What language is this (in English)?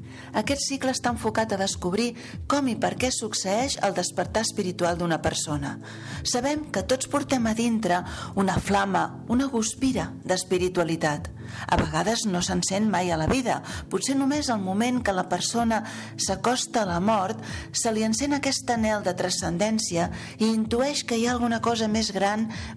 Catalan